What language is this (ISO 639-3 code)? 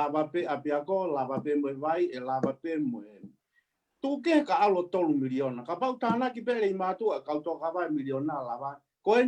ton